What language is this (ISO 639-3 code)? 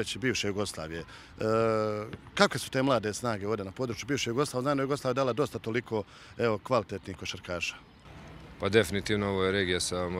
hrv